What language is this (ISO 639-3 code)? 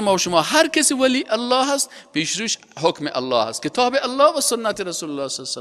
fas